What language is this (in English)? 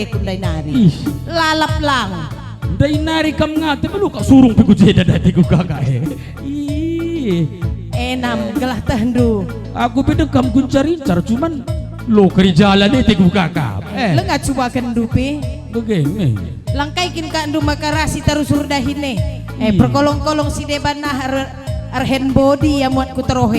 Batak Karo